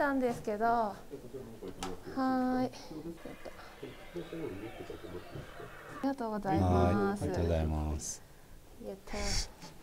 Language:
Japanese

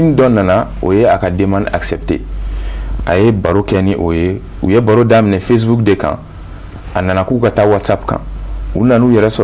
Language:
Bambara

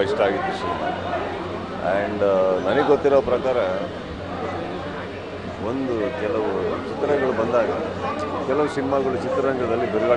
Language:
Kannada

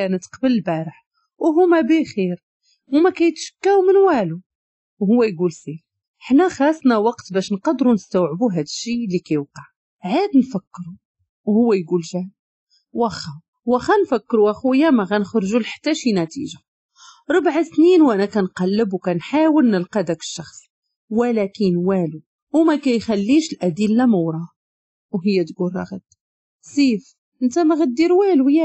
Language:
Moroccan Arabic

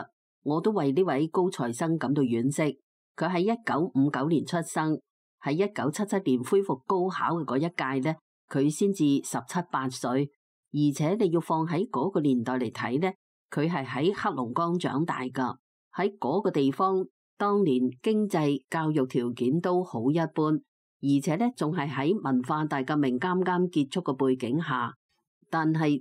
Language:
Cantonese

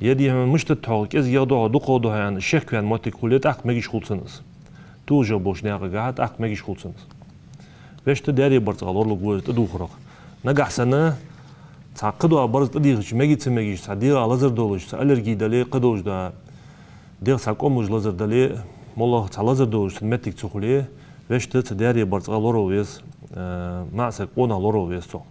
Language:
Ingush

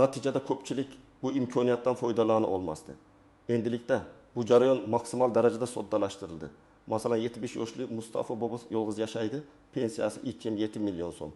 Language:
Uzbek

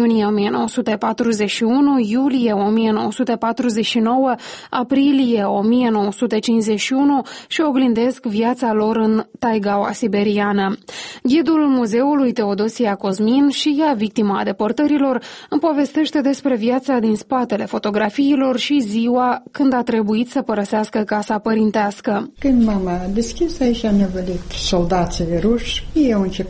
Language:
Romanian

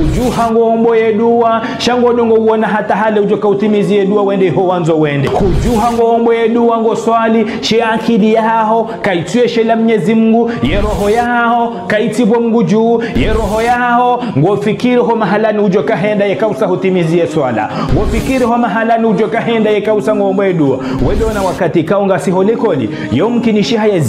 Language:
Ngazidja Comorian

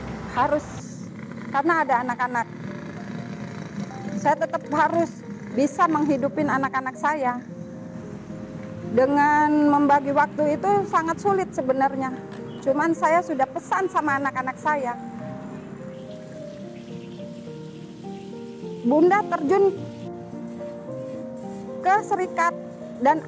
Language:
Indonesian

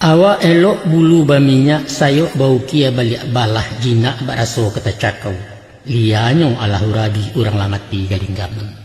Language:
Minangkabau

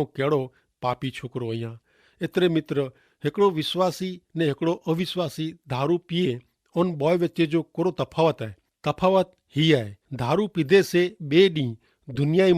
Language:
Kachhi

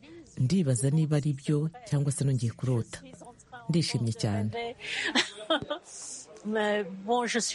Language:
Kinyarwanda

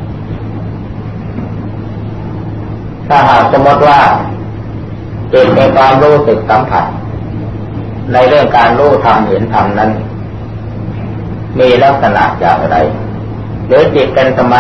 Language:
Thai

